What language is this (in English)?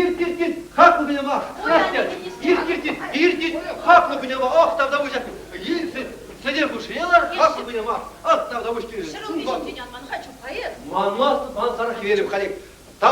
Chuvash